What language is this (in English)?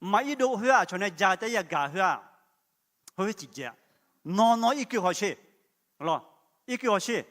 Akha